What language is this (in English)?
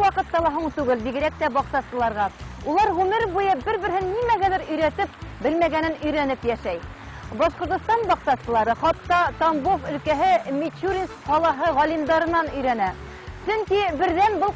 Bashkir